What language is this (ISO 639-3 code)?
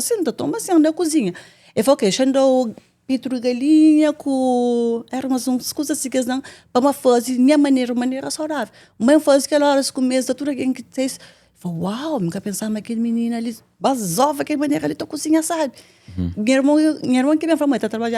kea